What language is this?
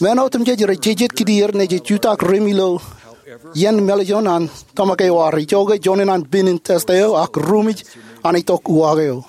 Marshallese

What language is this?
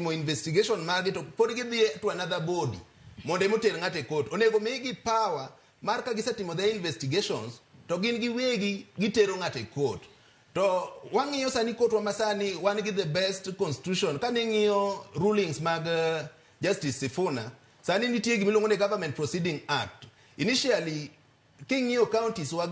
Luo (Kenya and Tanzania)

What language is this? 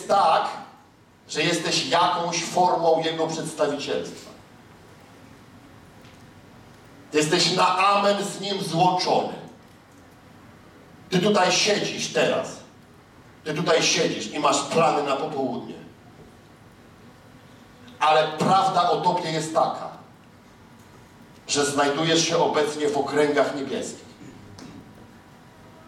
Polish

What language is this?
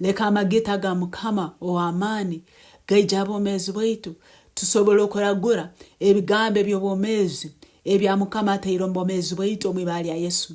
Nyoro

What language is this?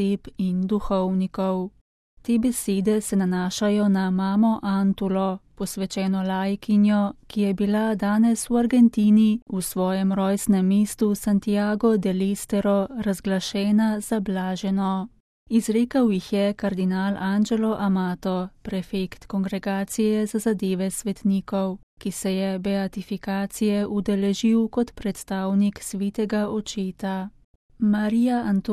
Slovenian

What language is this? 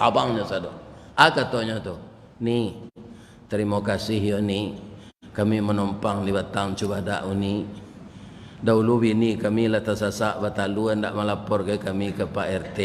Minangkabau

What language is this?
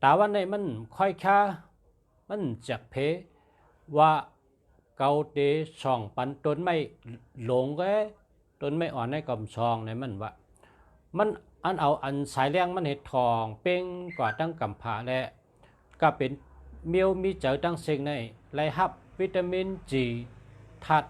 Shan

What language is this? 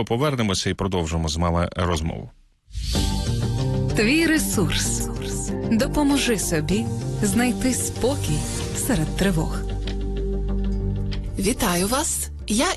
Ukrainian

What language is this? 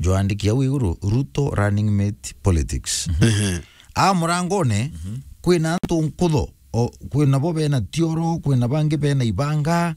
Meru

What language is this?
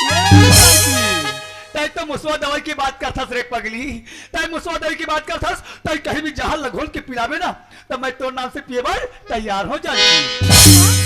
Chhattisgarhi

